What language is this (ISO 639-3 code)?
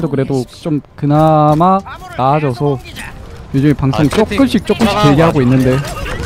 kor